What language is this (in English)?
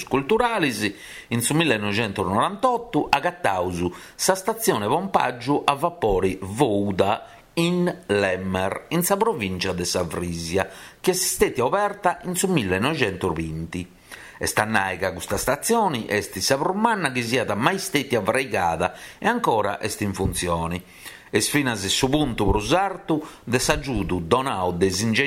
Sardinian